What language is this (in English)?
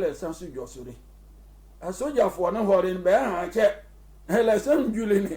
Sehwi